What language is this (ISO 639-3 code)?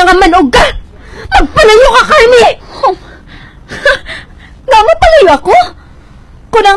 hil